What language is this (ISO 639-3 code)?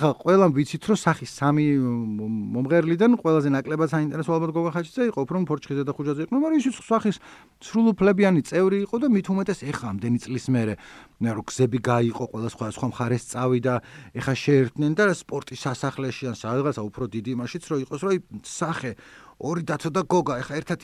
kat